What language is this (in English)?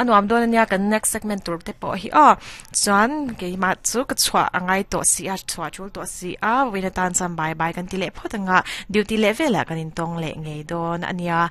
Mizo